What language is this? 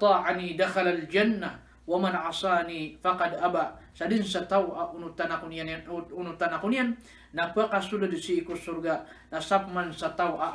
Maranao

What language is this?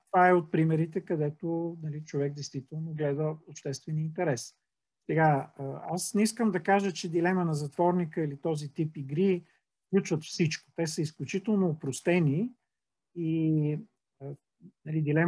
Bulgarian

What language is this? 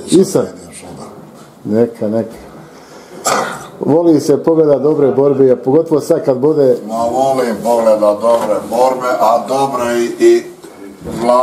Bosnian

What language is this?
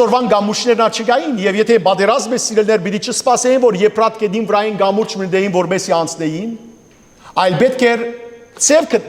Western Armenian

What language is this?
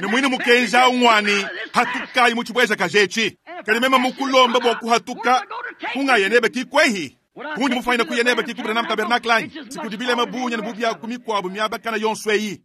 Luba-Lulua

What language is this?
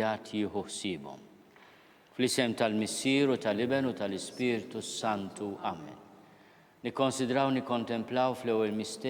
Maltese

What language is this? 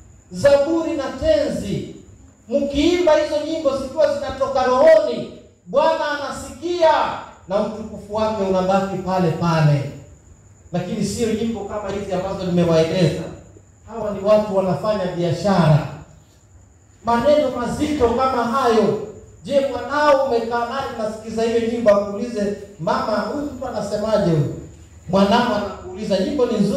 Swahili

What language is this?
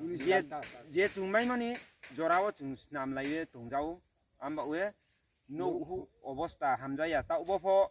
Riang (India)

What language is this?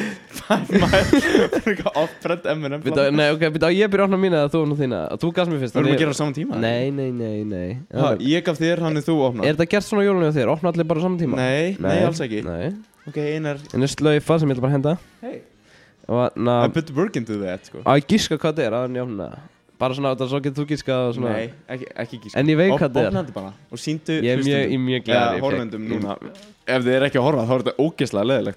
Icelandic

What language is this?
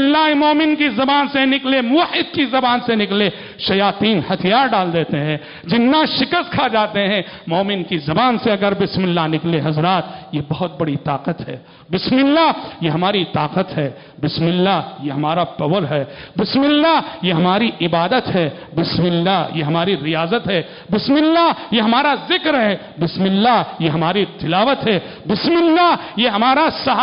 Urdu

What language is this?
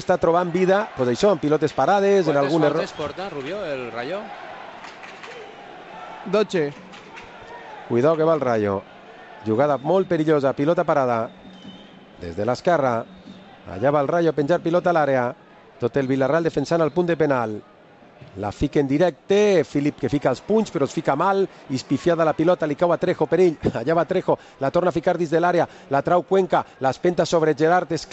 Catalan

